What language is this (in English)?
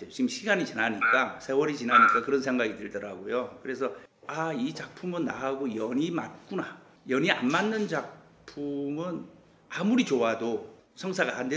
Korean